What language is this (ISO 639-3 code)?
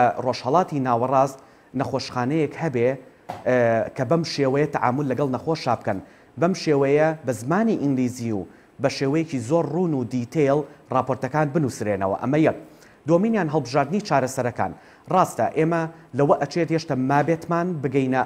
ckb